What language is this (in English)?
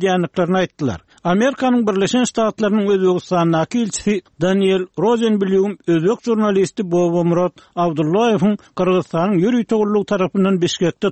Turkmen